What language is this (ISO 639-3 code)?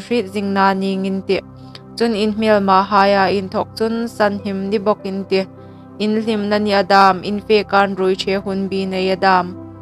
hmr